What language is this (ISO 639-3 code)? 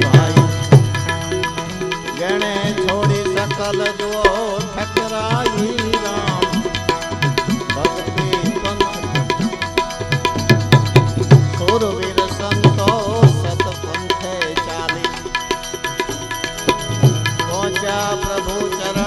guj